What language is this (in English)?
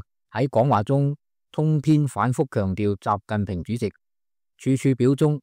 Cantonese